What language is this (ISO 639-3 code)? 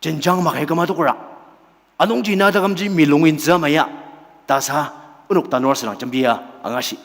njo